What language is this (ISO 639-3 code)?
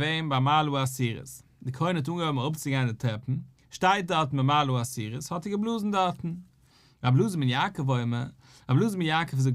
yid